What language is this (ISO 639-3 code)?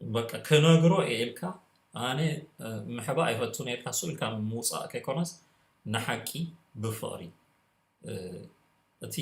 tir